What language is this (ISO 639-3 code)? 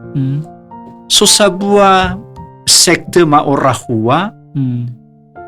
nia